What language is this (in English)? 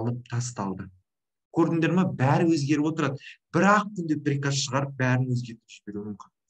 Kazakh